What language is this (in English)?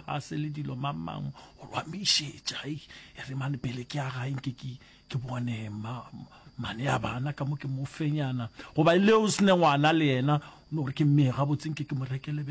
Northern Sotho